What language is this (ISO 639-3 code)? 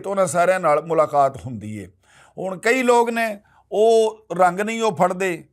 lah